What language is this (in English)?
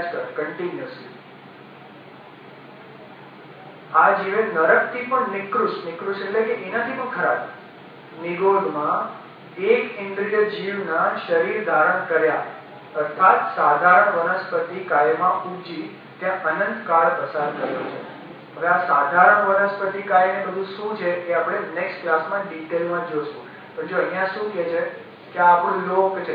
Gujarati